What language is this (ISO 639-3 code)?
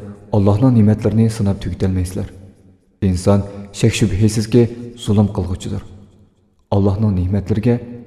uig